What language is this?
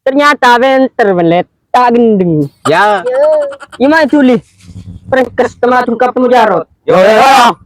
Madurese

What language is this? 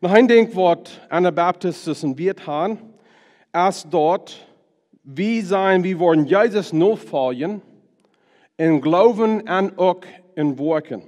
Plautdietsch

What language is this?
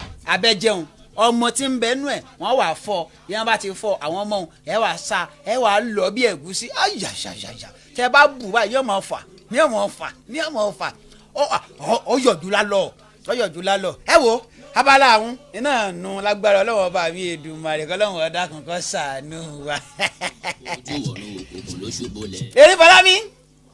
Yoruba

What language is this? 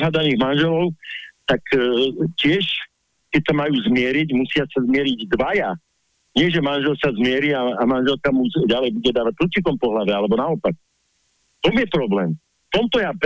Slovak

